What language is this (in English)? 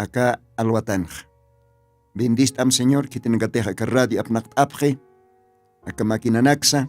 Aymara